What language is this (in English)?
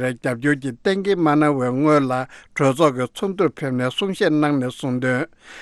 Tibetan